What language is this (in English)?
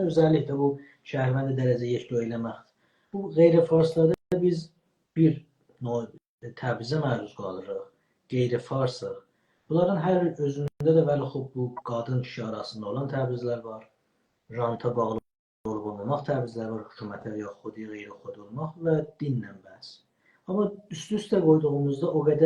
South Azerbaijani